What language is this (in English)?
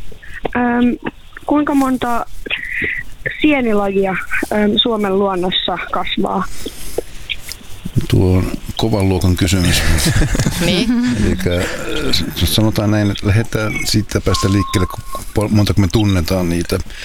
Finnish